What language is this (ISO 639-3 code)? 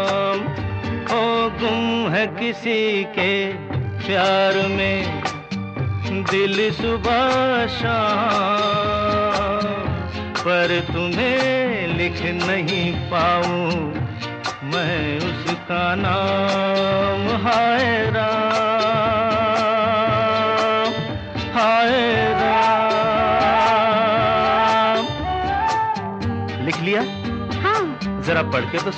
hin